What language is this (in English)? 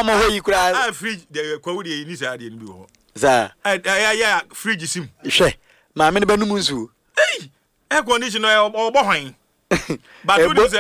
Akan